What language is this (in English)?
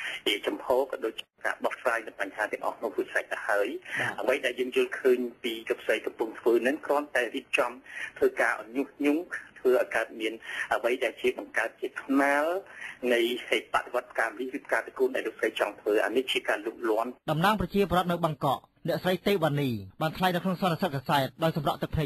Khmer